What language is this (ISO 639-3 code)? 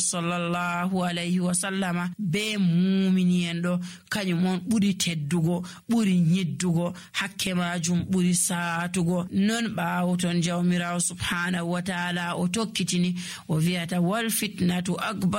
fuv